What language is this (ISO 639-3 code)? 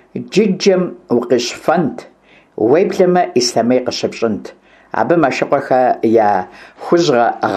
kbd